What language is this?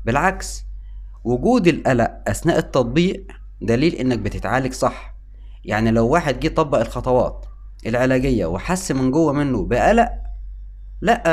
Egyptian Arabic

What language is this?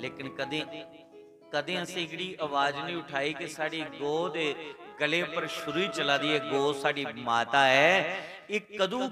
Dogri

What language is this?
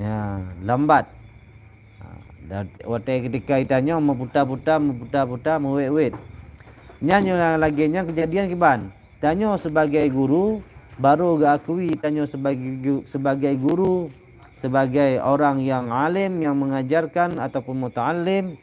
Achinese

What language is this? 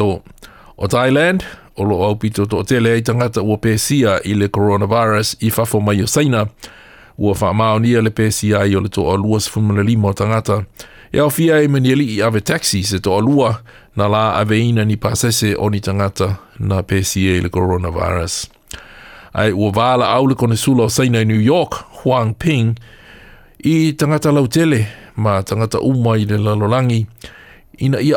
Samoan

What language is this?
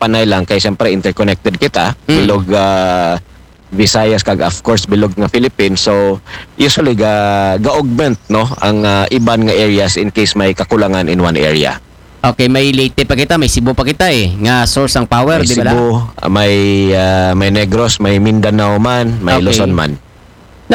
Aklanon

